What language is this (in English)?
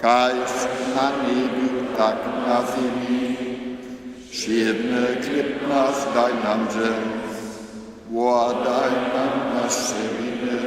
Upper Sorbian